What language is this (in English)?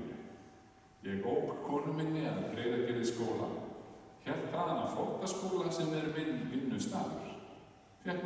Icelandic